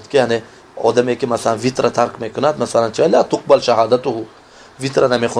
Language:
Tajik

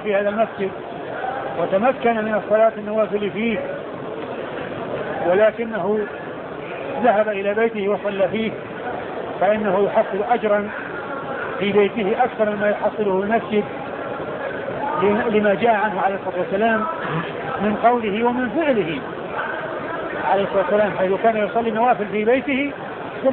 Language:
Arabic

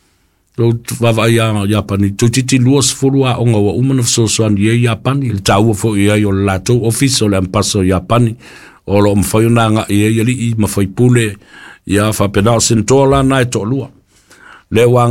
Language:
Samoan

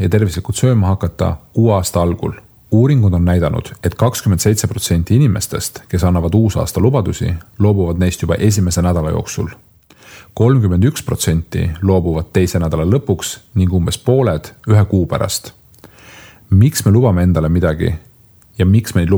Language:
Estonian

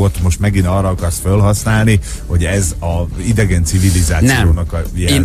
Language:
Hungarian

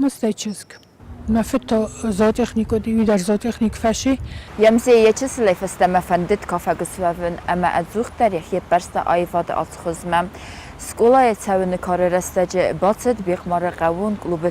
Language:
Ossetic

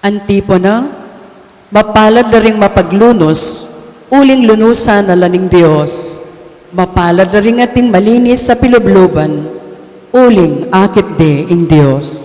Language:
Pampanga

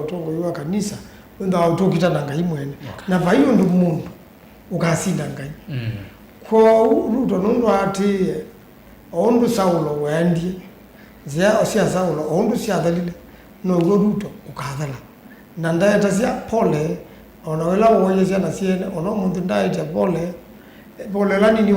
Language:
Kamba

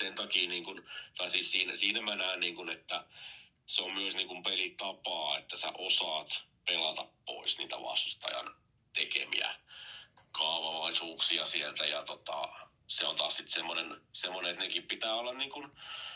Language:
Finnish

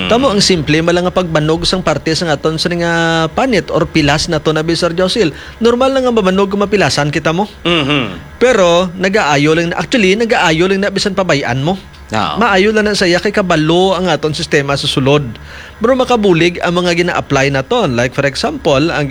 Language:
Hiligaynon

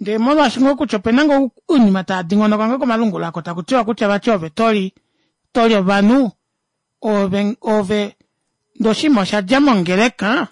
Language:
Kuanyama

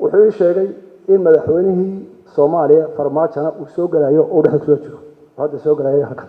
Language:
Somali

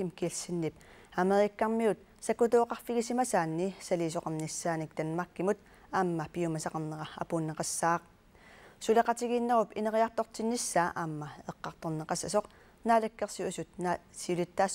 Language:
Kalaallisut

